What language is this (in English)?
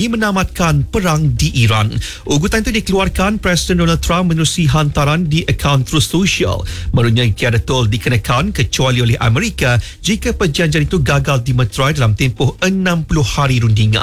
Malay